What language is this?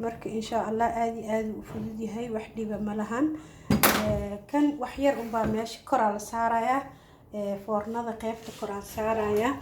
Somali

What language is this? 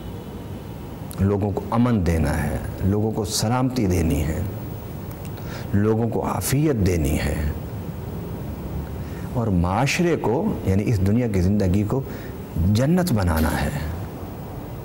Urdu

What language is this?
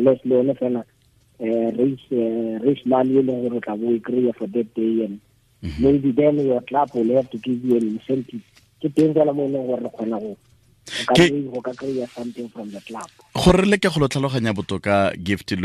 Tswana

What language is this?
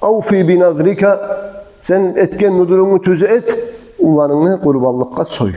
Kumyk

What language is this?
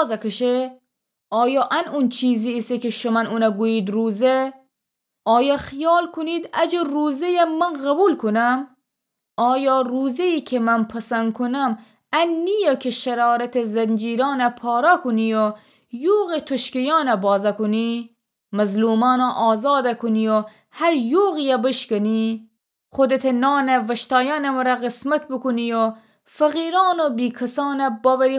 Gilaki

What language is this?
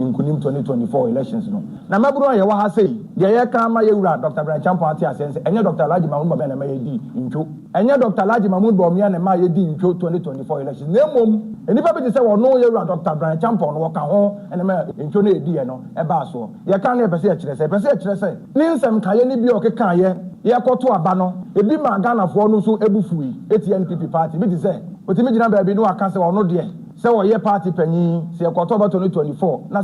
Akan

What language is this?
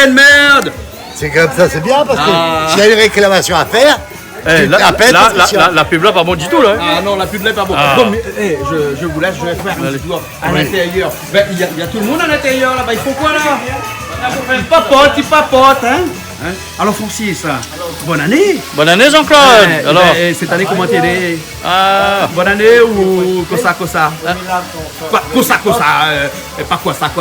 Réunion Creole French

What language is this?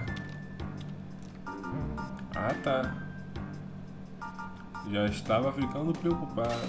Portuguese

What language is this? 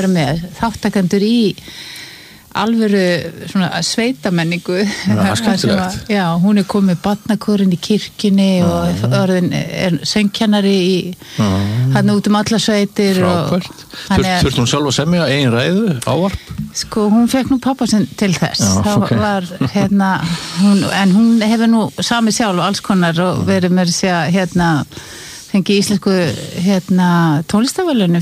Icelandic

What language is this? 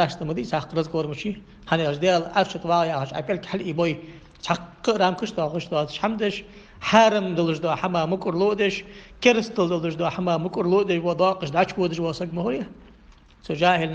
Ingush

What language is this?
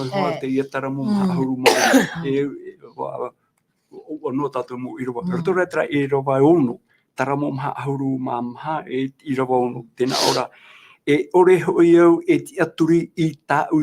Tahitian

